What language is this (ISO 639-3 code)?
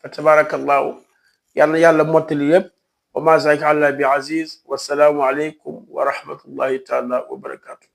wol